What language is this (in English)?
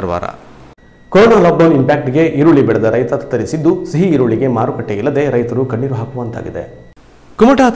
Kannada